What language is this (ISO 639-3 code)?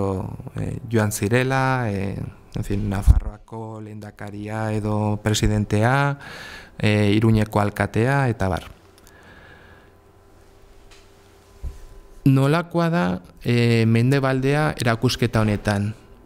eus